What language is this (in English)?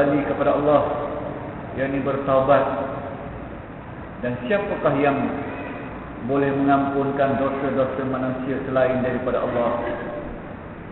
Malay